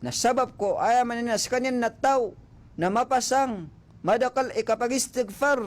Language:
Maranao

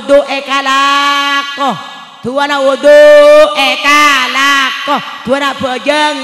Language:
Madurese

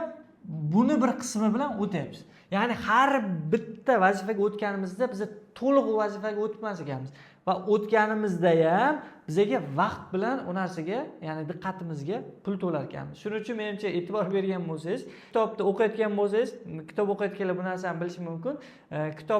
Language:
Uzbek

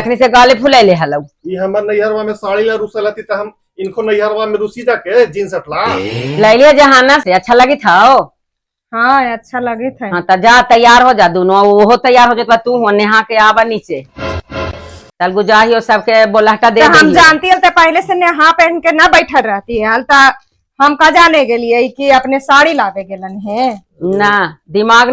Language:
Magahi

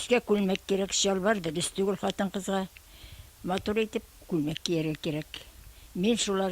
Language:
Bashkir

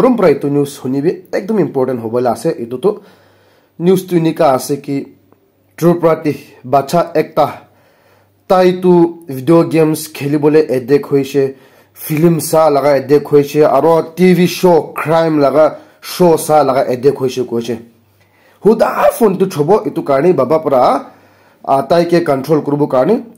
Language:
Naga Pidgin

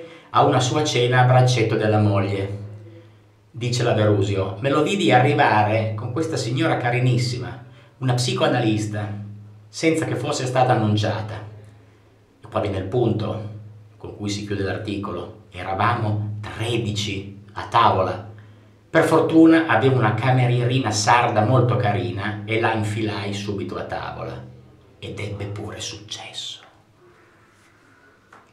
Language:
Italian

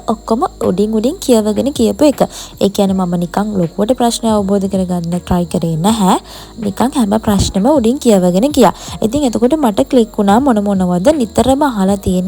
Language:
Sinhala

